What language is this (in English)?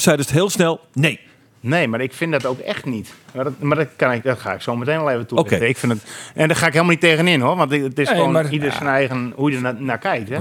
Western Frisian